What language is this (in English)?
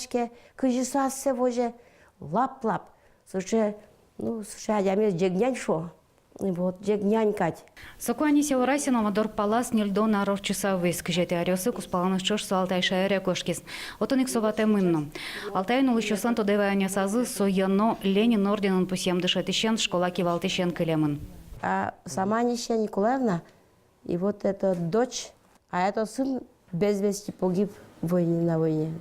Udmurt